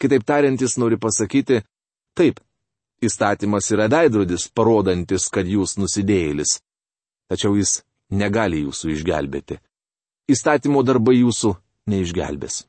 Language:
Lithuanian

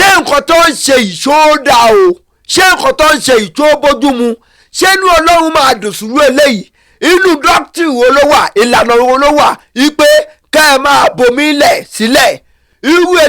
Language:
Yoruba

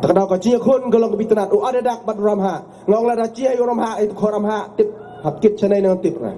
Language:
Khasi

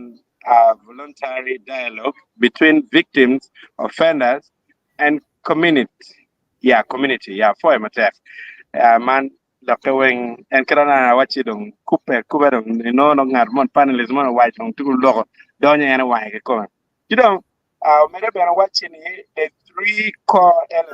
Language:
Acoli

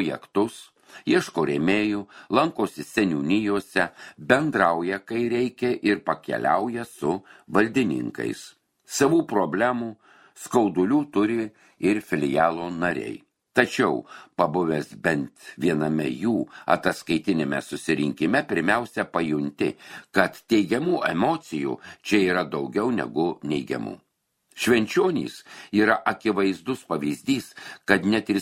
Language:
Lithuanian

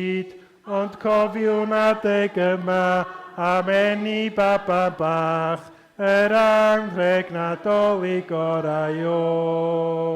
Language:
Welsh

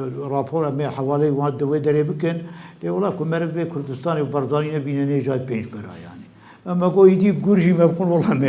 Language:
Kurdish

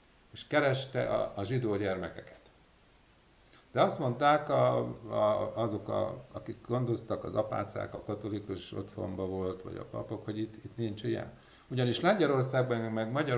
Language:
Hungarian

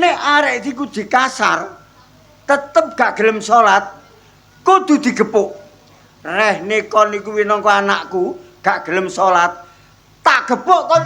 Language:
Javanese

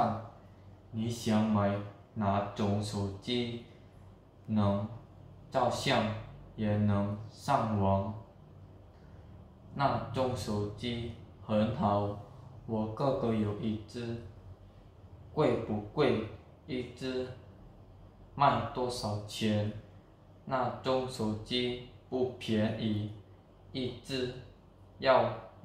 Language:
Chinese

